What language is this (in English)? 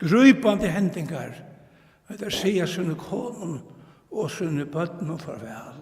Faroese